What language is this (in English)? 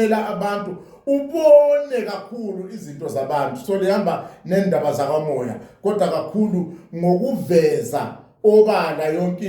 Zulu